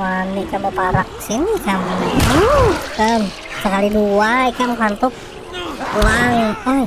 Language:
Banjar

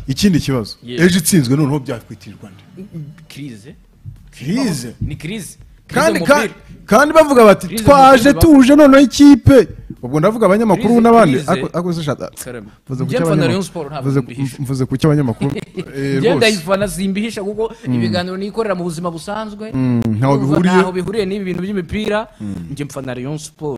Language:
Kinyarwanda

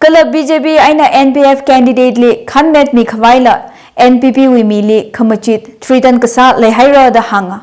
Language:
Tangkhul Naga (India)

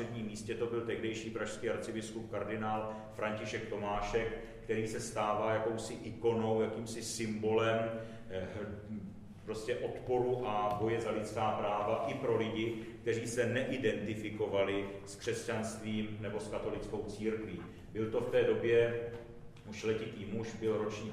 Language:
Czech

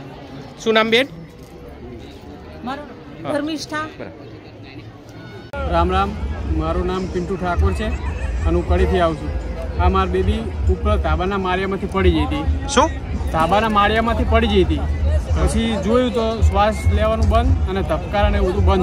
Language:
Gujarati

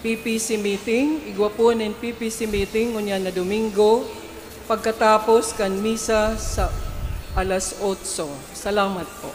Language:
Bikol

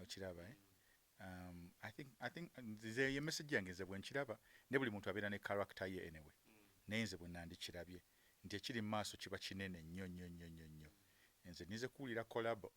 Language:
Ganda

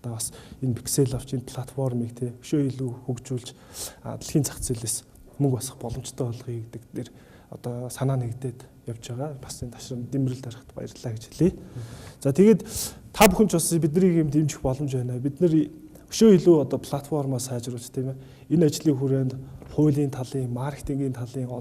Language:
Mongolian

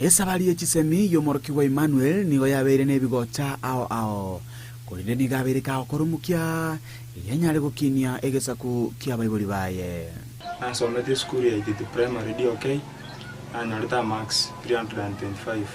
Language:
Gusii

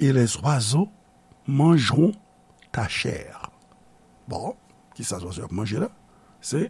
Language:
Haitian Creole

